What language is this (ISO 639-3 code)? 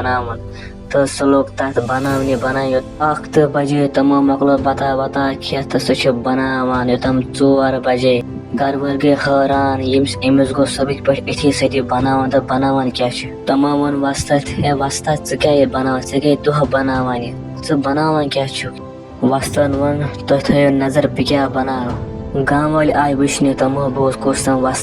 kas